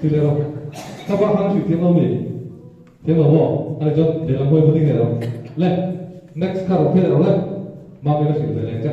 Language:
Mizo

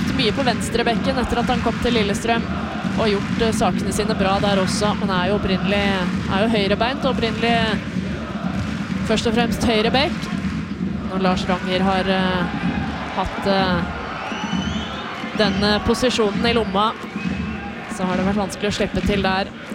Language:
Norwegian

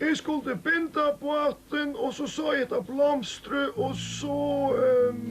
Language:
Faroese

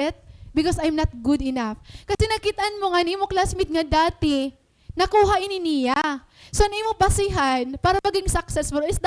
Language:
Waray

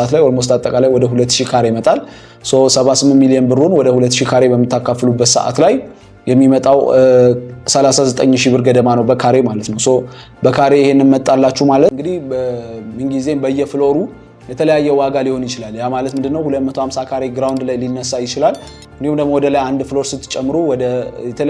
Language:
Amharic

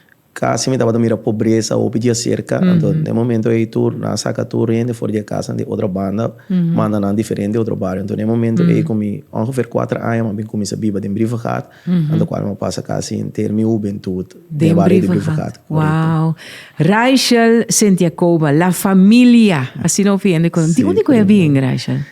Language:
Papiamento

